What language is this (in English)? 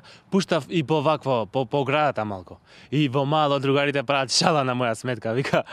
Macedonian